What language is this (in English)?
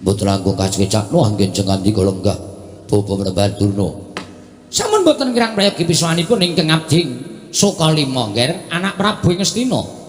Javanese